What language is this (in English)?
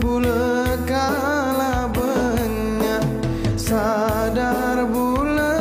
Madurese